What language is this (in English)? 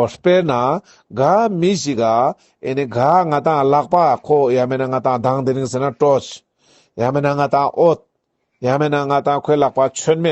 Ladakhi